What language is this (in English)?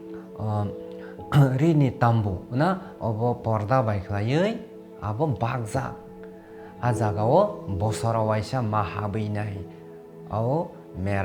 Kok Borok